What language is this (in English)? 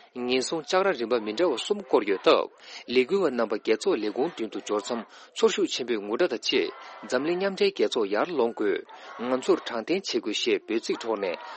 Tibetan